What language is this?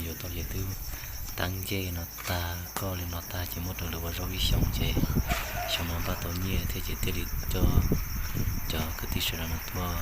Hmong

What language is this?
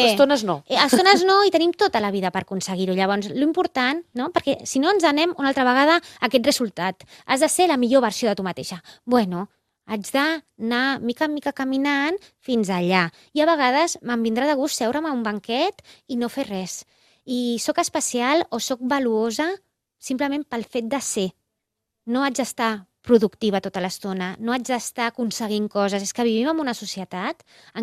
Catalan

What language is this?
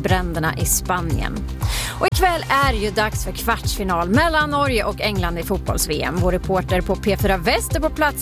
Swedish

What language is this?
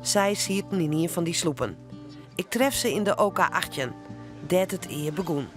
Western Frisian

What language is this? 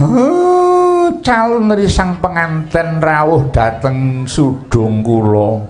Javanese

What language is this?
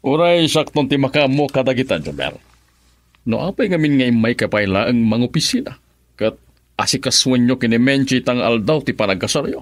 Iloko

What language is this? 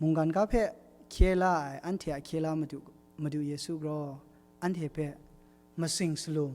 Kachin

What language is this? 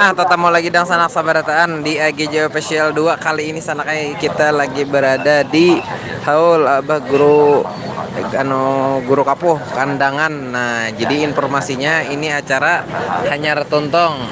Banjar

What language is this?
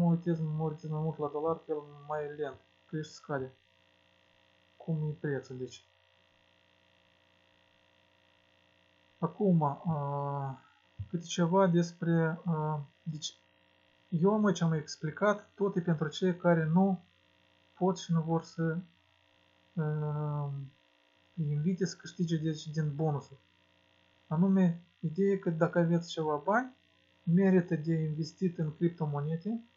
Romanian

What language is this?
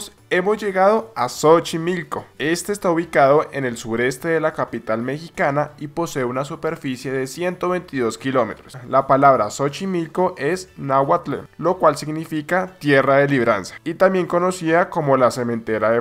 Spanish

